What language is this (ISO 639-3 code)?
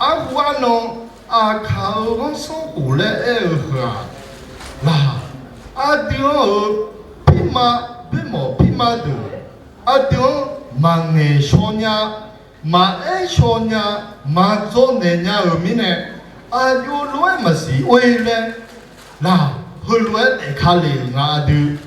ahk